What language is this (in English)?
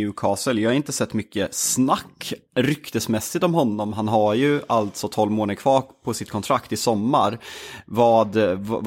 Swedish